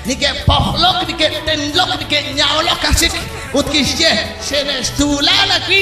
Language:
Kekchí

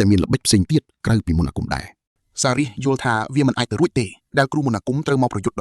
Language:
Khmer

